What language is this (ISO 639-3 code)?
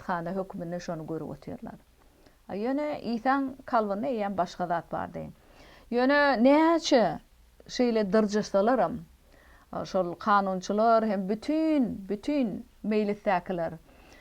tuk